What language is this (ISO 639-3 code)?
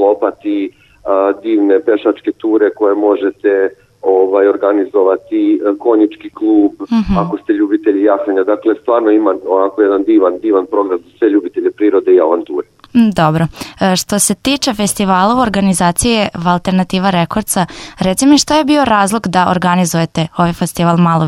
srp